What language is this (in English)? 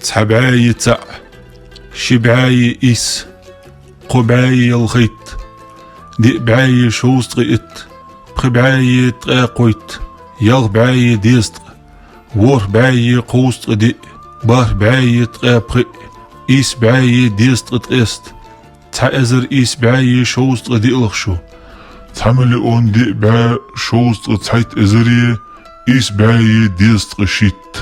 Ingush